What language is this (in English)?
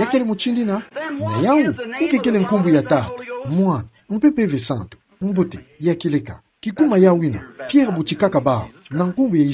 Kituba (Democratic Republic of Congo)